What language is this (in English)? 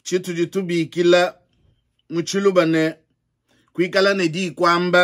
Luba-Lulua